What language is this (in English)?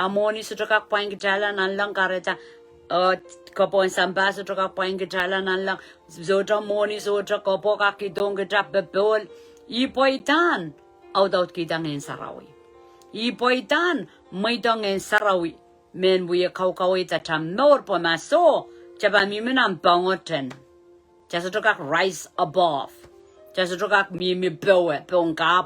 Pohnpeian